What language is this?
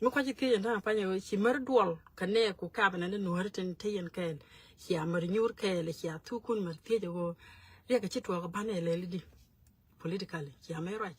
Nuer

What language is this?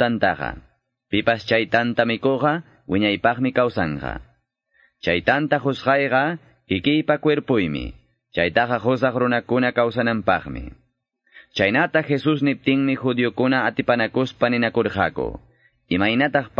Quechua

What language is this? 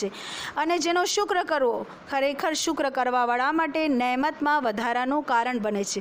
Gujarati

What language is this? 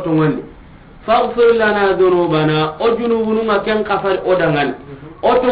Soninke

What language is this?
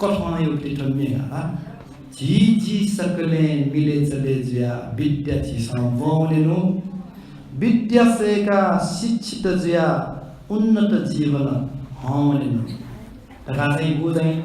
Newari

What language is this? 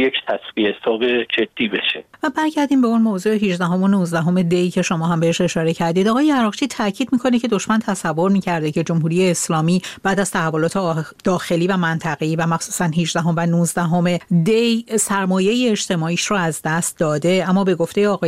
Persian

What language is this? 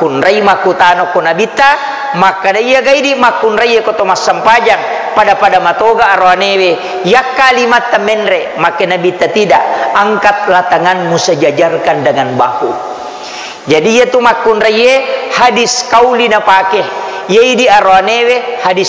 Buginese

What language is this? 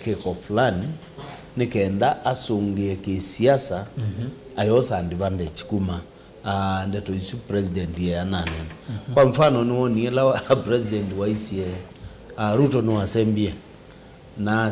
Kamba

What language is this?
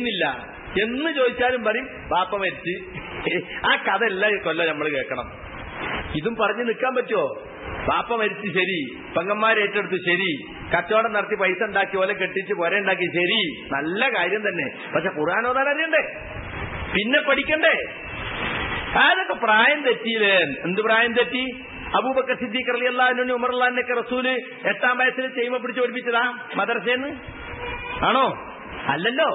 Malayalam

